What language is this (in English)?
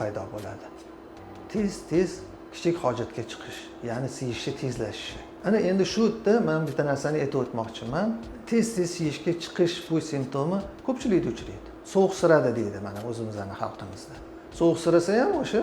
Uzbek